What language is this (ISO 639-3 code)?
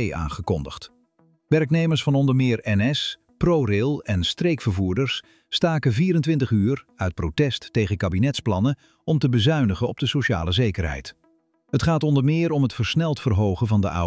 nld